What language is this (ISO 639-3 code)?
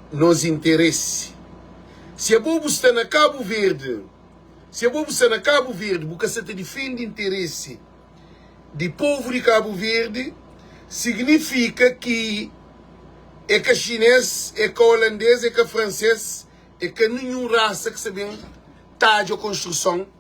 kea